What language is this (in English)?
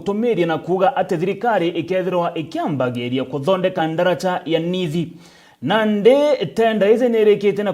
Meru